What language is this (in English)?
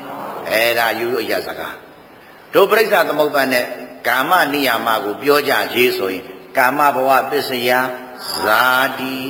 Burmese